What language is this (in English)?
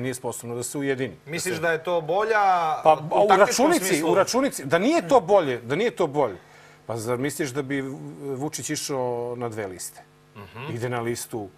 Serbian